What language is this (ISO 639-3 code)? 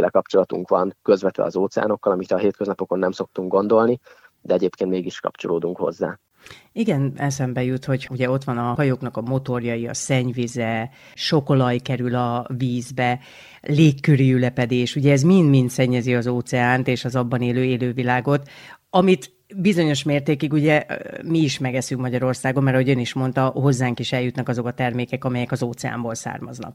hun